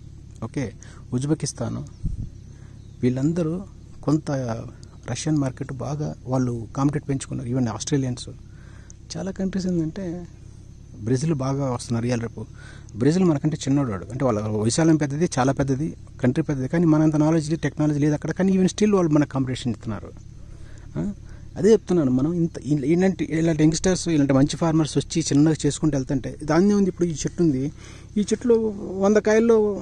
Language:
Telugu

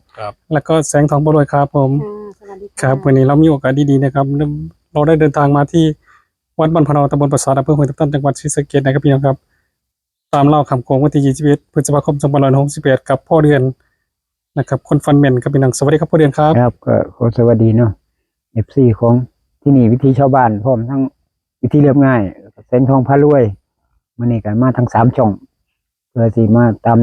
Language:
Northeastern Thai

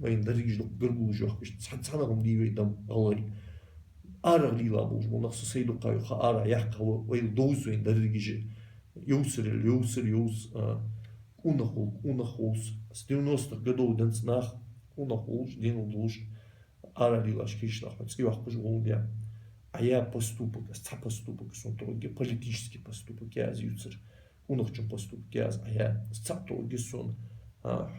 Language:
Ingush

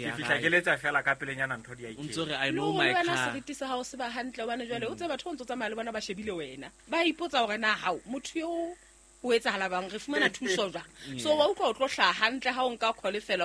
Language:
Southern Sotho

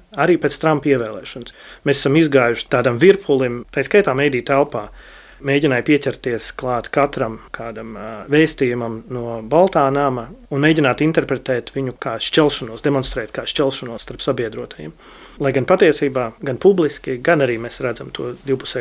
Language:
Latvian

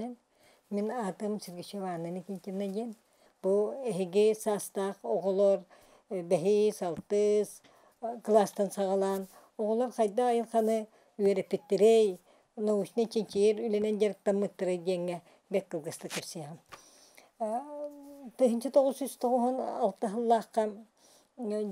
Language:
Yakut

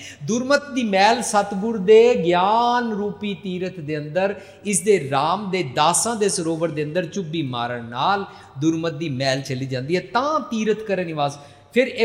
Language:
Punjabi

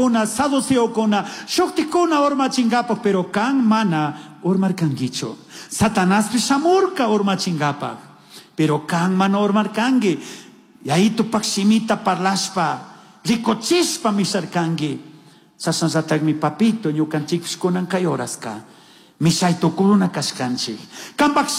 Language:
Chimborazo Highland Quichua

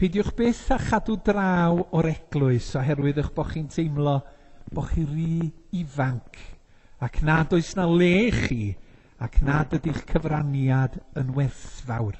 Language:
Welsh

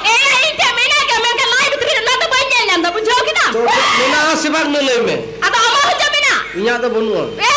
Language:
Santali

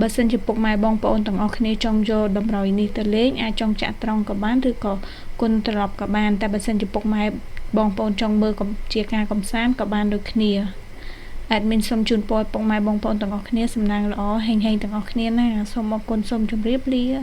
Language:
Khmer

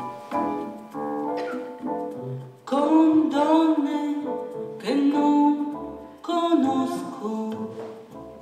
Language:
Italian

